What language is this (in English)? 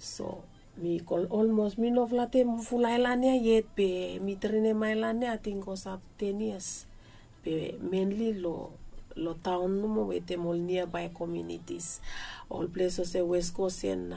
Bislama